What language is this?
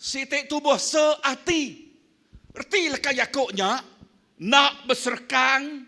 Iban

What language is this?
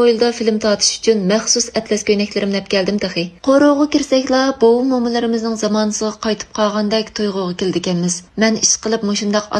Uyghur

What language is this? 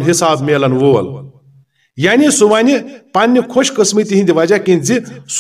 Kashmiri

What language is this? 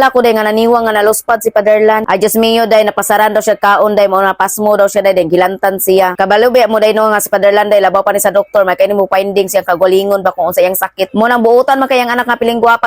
Cebuano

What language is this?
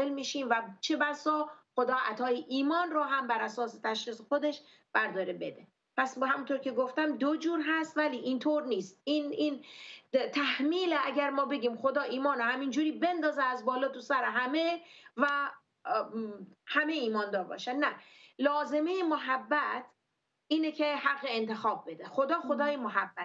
Persian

